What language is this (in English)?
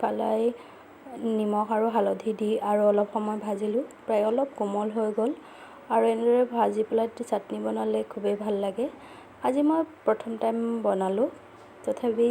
Assamese